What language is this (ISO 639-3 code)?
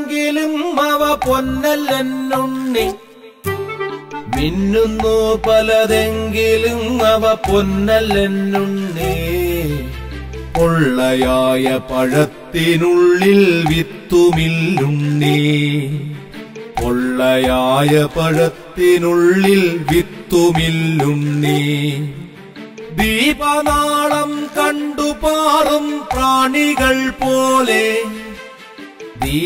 mal